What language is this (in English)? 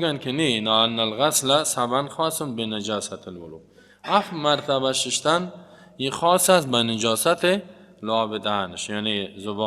Persian